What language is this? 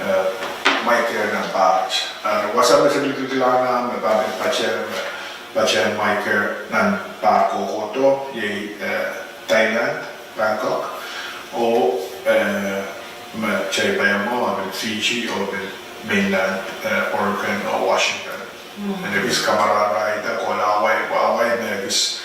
Pohnpeian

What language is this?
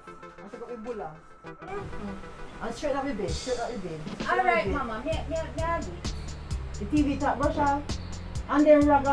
Jamaican Creole English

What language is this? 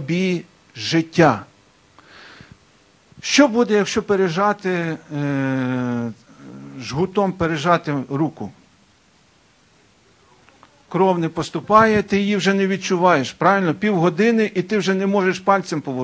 Ukrainian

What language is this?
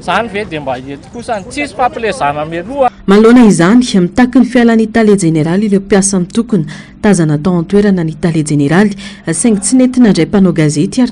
Malagasy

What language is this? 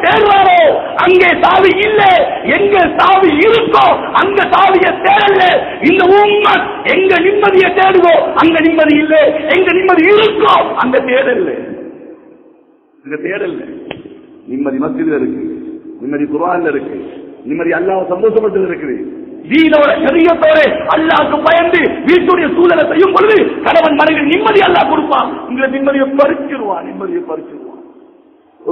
Tamil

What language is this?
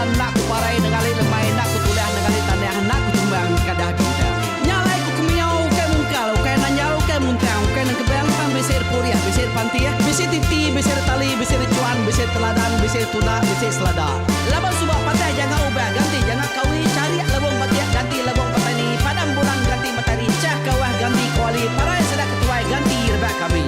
Iban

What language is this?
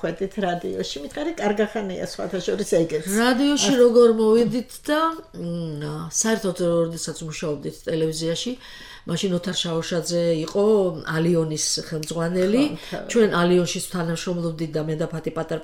Georgian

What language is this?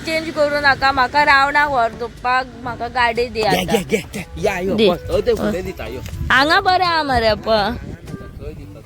Konkani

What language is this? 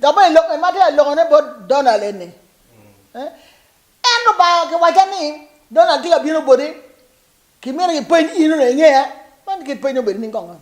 Acoli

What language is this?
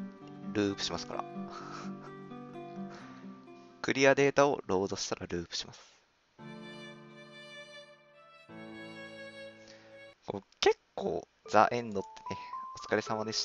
Japanese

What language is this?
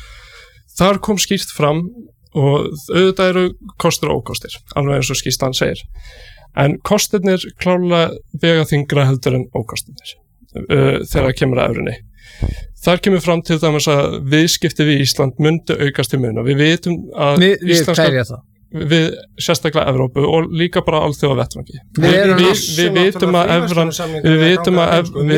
Icelandic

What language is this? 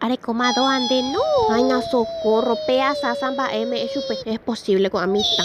Guarani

